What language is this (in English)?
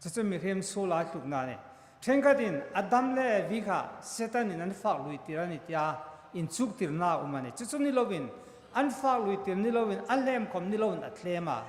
Hmar